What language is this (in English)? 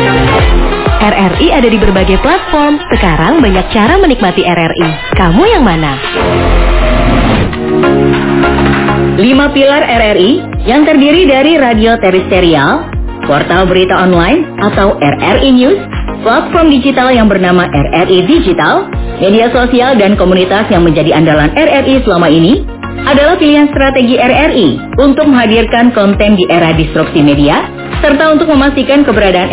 Indonesian